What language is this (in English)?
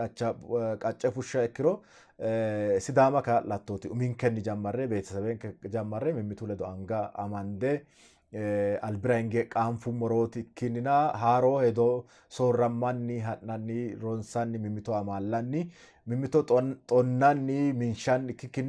Sidamo